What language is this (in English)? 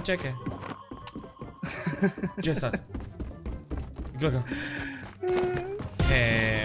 Croatian